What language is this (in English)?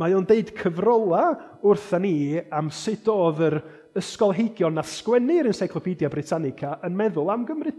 Welsh